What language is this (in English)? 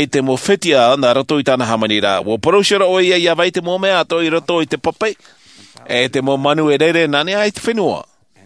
Tahitian